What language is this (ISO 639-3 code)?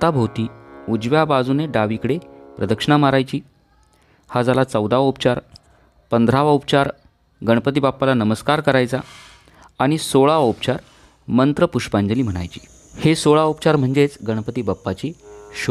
mar